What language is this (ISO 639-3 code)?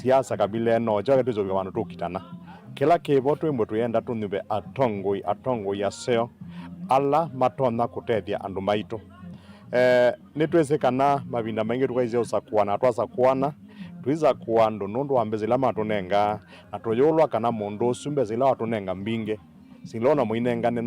kam